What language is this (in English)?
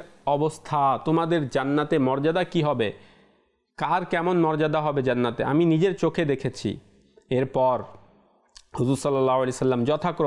Bangla